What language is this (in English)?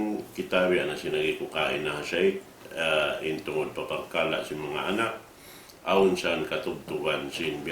Tausug